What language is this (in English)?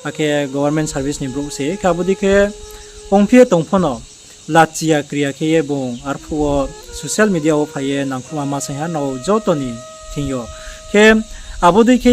Riang (India)